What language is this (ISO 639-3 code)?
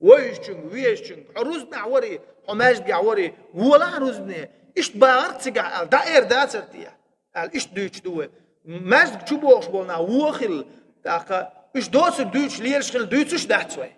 che